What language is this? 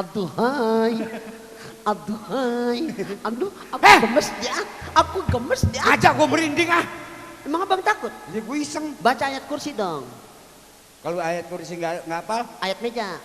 Betawi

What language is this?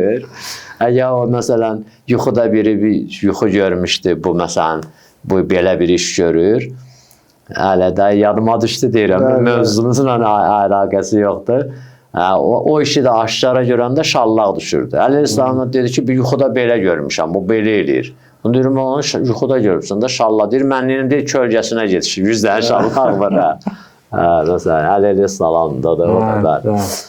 Azerbaijani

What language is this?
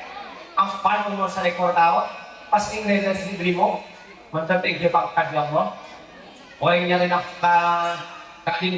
Madurese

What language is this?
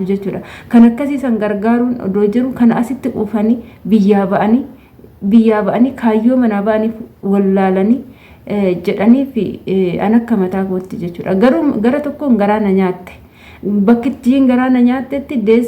Oromo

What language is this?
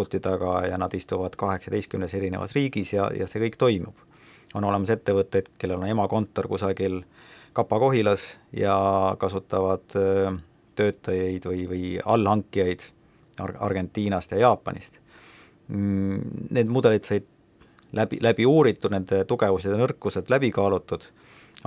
Estonian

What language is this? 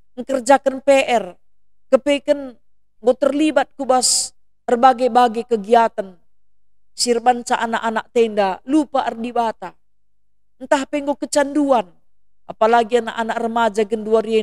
Batak Karo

